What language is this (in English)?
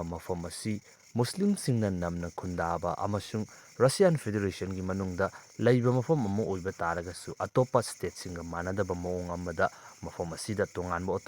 Manipuri